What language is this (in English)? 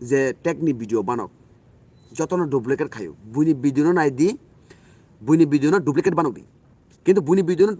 Kok Borok